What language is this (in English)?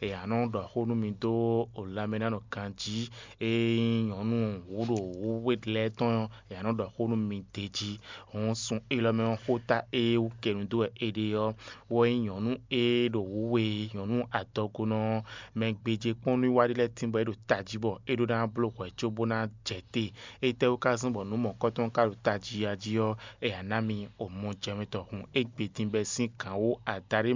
Fon